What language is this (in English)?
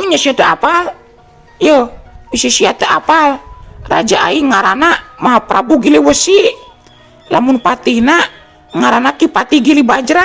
Sundanese